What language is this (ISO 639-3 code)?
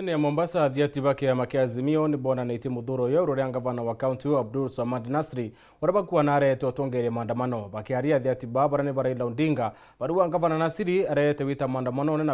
mer